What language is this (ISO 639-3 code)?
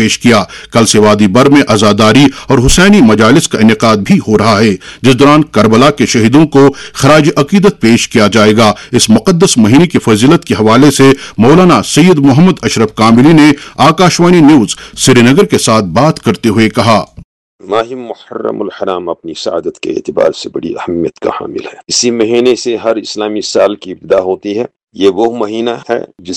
urd